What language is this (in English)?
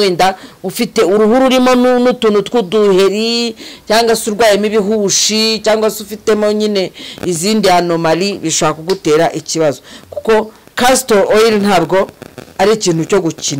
Kinyarwanda